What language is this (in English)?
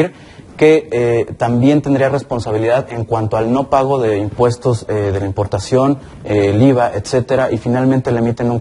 Spanish